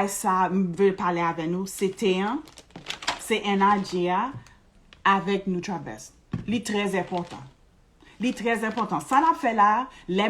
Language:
Haitian Creole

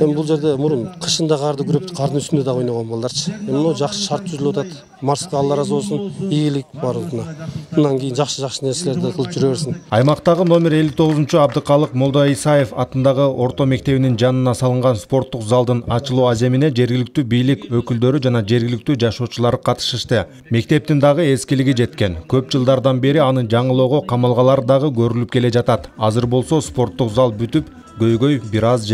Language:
Kyrgyz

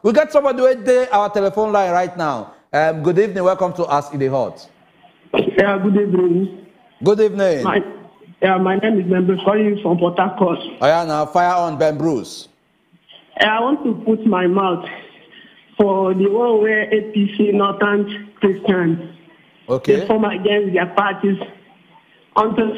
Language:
Nigerian Pidgin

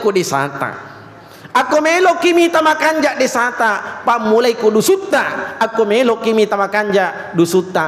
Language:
Buginese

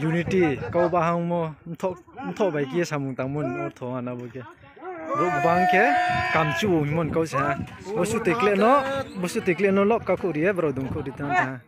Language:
Riang (India)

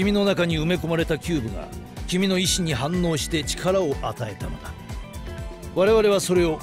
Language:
Japanese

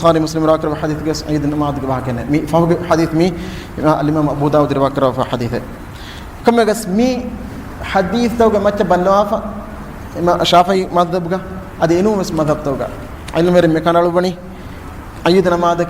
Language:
Divehi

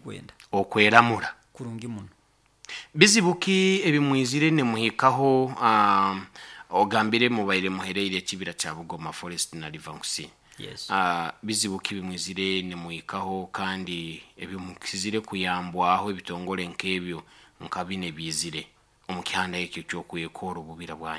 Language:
Nyoro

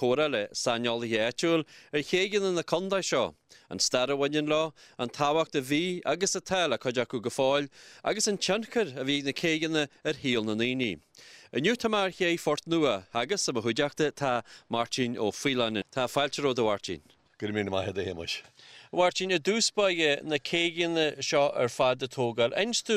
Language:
Irish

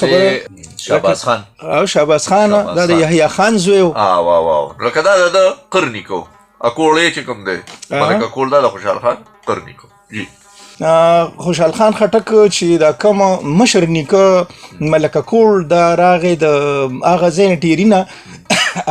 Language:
Pashto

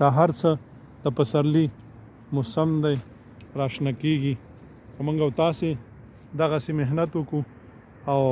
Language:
Pashto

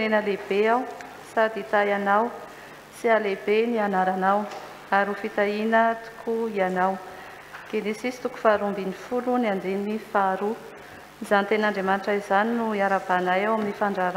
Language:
Malagasy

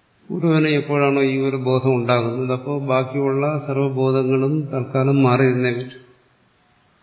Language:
Malayalam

